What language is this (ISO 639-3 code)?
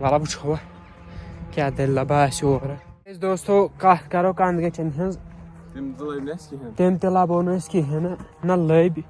kas